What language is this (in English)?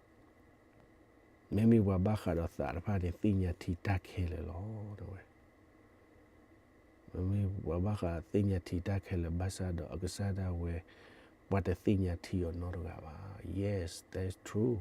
S'gaw Karen